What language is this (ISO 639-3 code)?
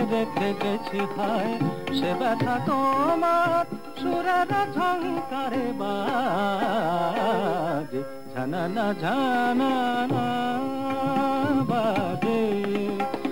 ben